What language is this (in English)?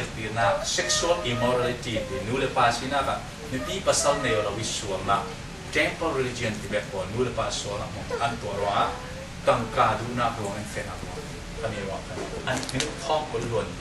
Falam Chin